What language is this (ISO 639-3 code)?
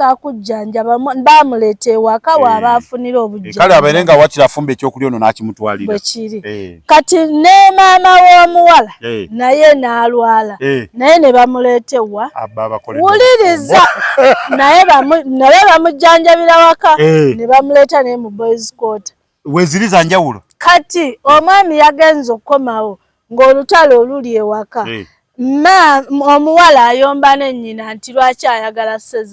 lug